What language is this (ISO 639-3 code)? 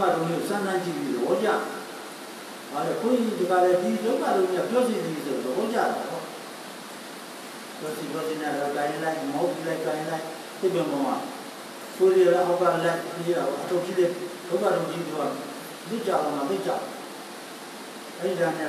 mya